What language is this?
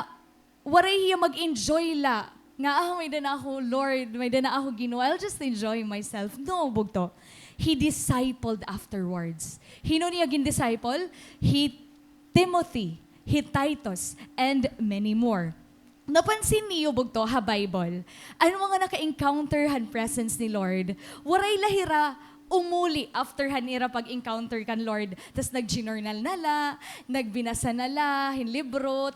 Waray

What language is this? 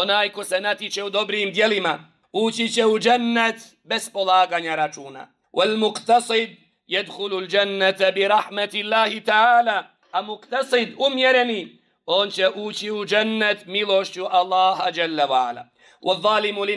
Bosnian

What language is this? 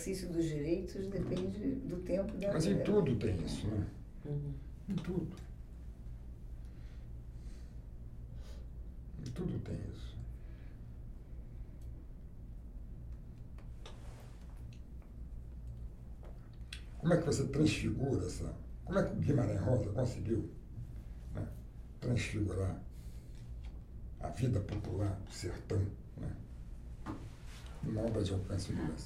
Portuguese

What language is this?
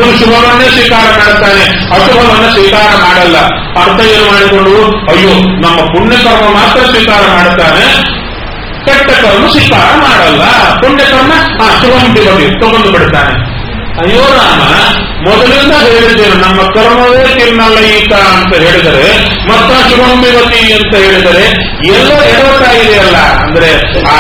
Kannada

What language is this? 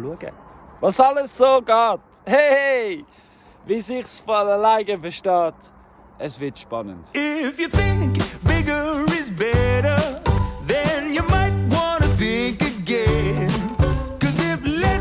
Swiss German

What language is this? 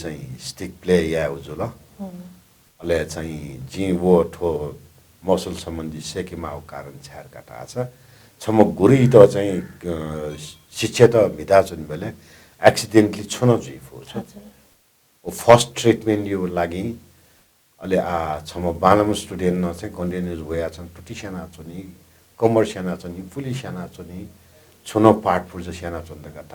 Newari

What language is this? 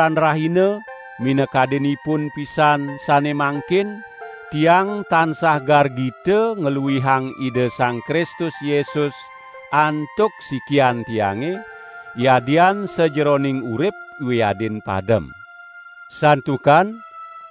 Balinese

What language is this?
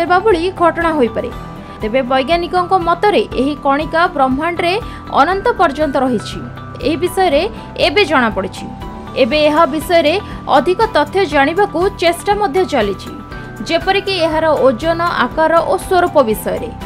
Odia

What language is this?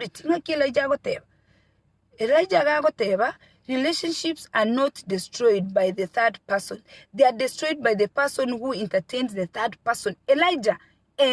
Gusii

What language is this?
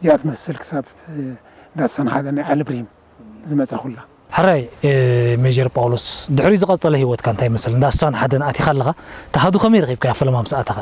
Tigrinya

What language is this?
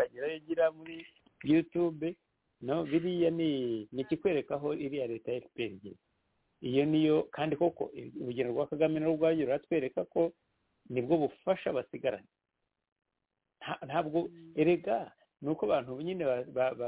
Kinyarwanda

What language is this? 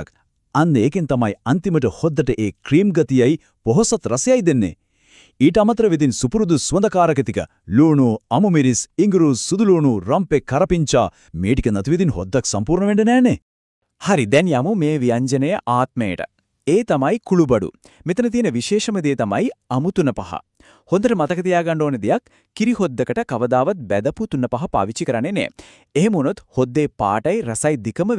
Sinhala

